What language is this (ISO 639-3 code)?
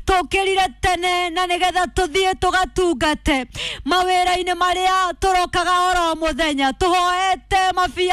kik